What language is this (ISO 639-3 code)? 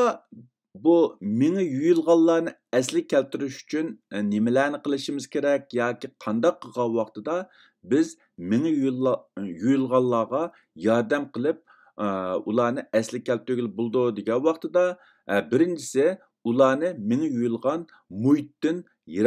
uig